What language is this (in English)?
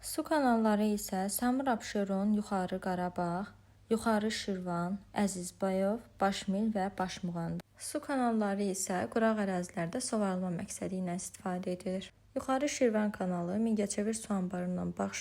Azerbaijani